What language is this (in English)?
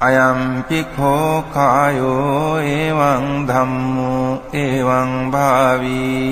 Pali